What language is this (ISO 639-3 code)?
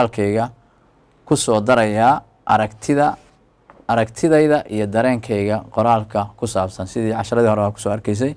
som